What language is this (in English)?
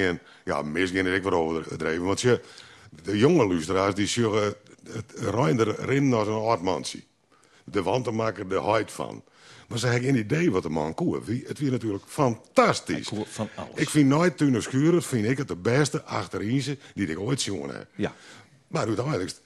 Western Frisian